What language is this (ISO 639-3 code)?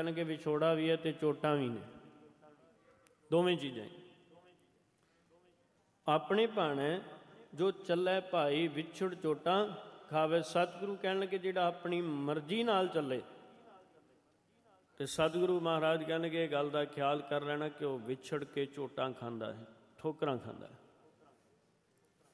pan